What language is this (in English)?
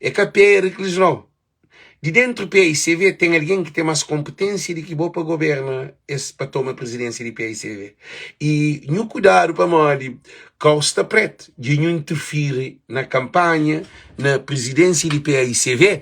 Kabuverdianu